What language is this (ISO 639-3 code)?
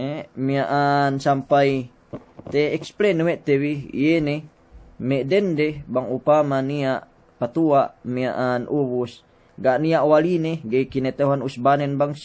yka